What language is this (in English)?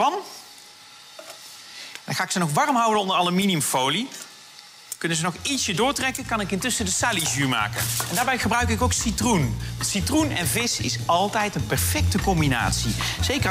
Dutch